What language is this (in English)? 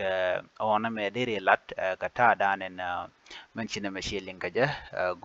Nuer